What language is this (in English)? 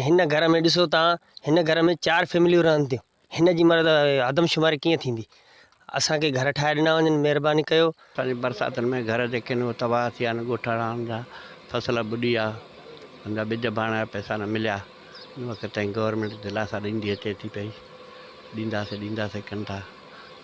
Sindhi